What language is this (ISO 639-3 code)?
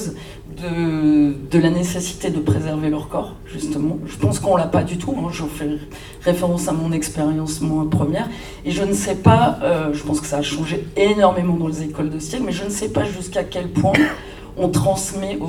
fra